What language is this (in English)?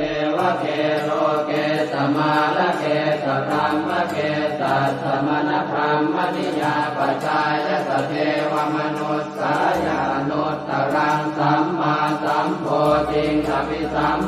Pali